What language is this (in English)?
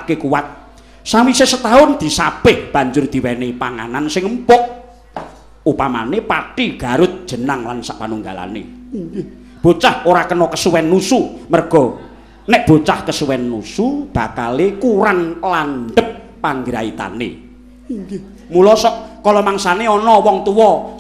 Javanese